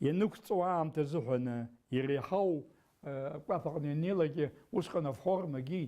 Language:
Abkhazian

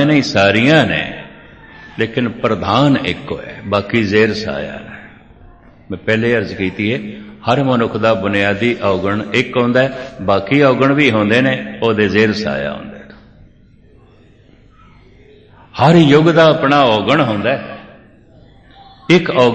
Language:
Punjabi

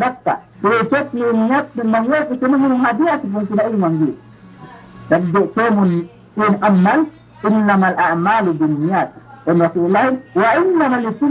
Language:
Yakan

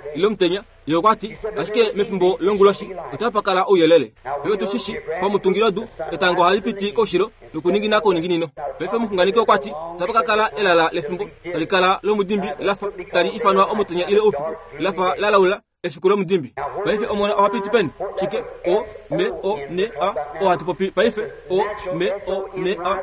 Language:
Kuanyama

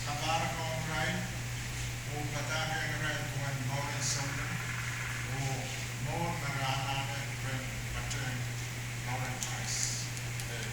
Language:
Pohnpeian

